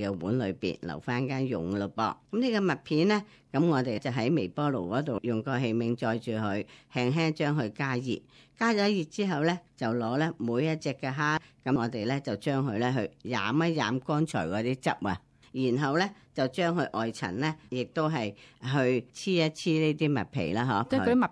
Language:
Cantonese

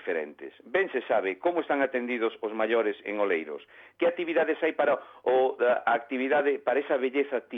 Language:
Galician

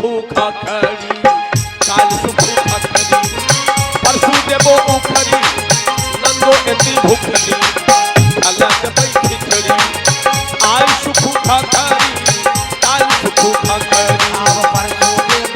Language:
Maithili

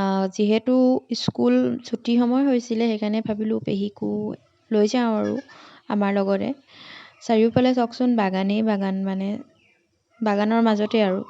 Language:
Assamese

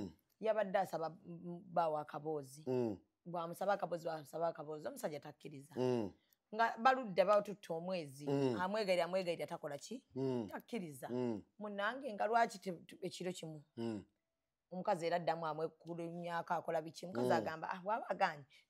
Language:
Ganda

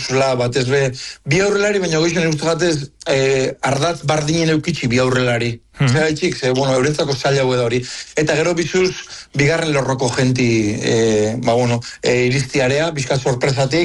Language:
Basque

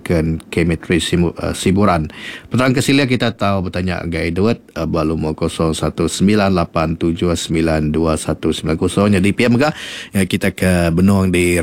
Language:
Iban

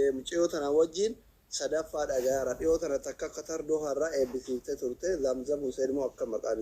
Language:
Oromo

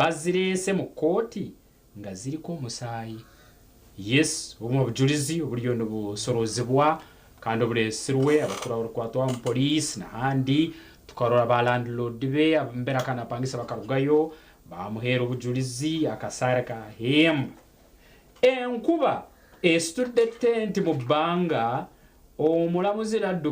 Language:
Nyankole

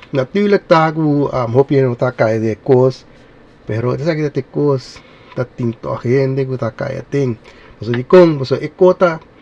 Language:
Papiamento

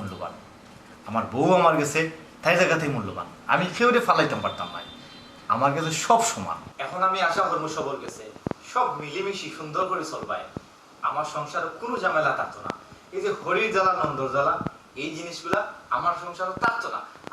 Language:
Sylheti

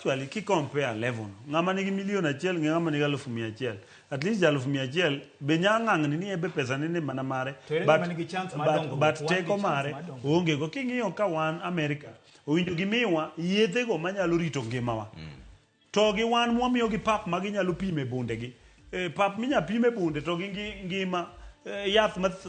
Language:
Luo (Kenya and Tanzania)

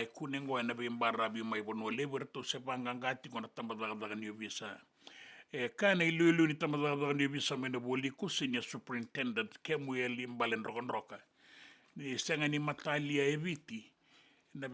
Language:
Fijian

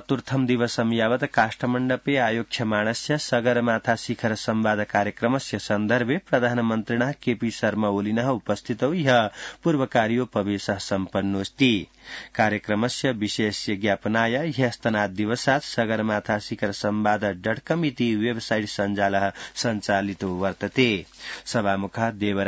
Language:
Sanskrit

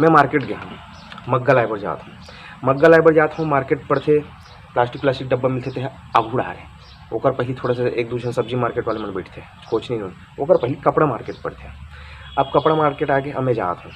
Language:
Chhattisgarhi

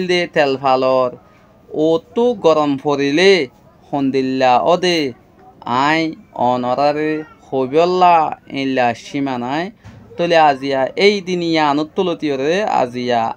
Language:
Rohingya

